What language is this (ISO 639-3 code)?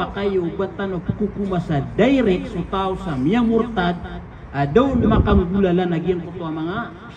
mrw